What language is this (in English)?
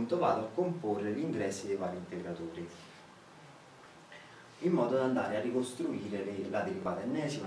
Italian